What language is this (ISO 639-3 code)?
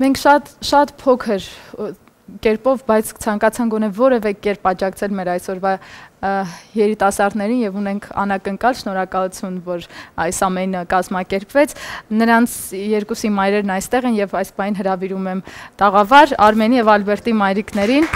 hye